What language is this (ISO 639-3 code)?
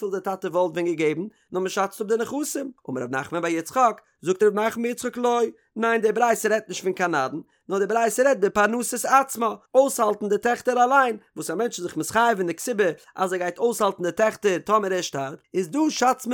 yid